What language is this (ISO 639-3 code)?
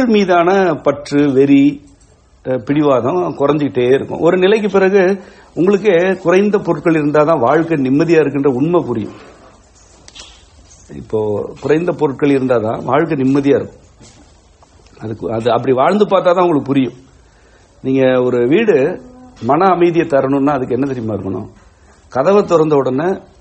tam